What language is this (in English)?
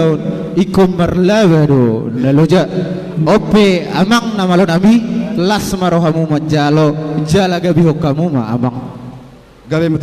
Batak Toba